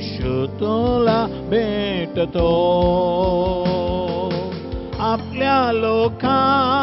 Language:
Marathi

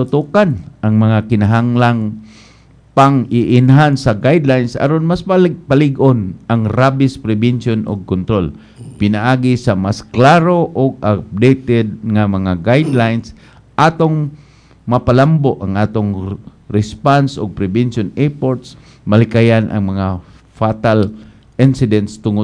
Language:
Cebuano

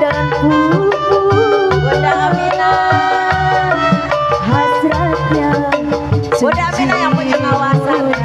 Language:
Betawi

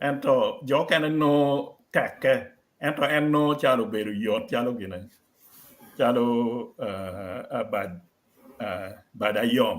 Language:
Acoli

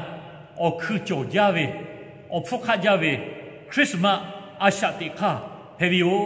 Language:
Lahu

